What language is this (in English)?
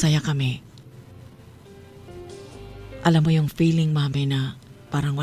Filipino